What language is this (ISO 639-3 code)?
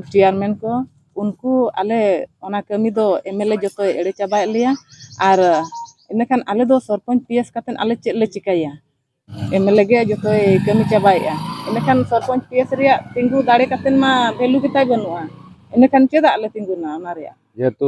sat